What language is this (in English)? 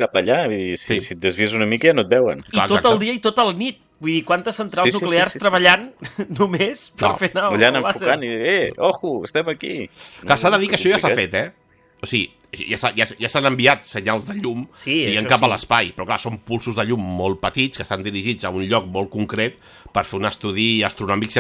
Catalan